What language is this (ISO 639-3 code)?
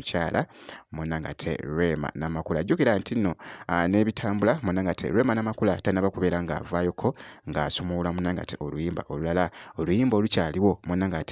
lug